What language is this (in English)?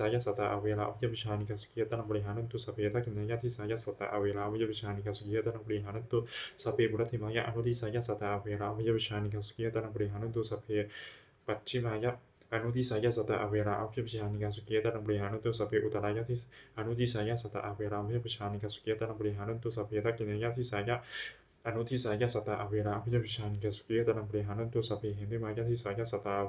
Pali